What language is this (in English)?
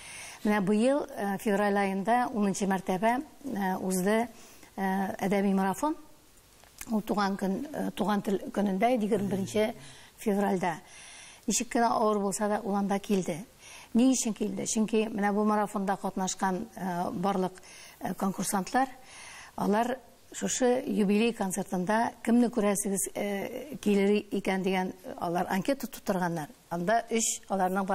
Tatar